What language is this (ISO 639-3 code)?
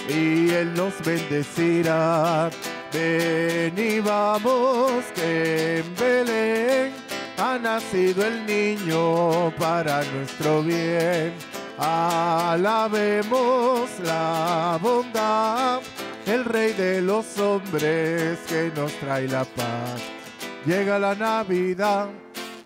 spa